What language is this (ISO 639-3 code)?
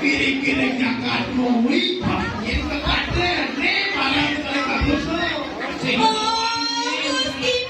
ban